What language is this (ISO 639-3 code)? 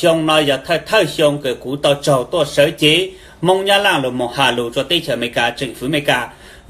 hmn